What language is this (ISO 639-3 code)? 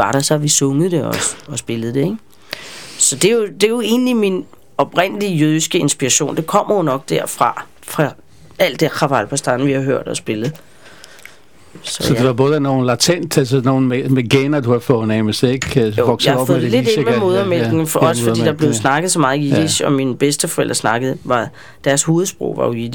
dan